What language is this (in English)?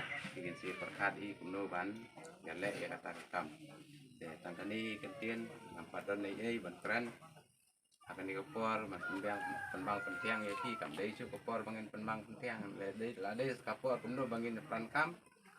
Khasi